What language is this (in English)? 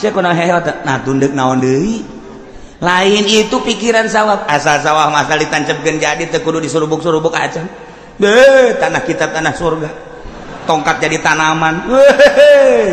Sundanese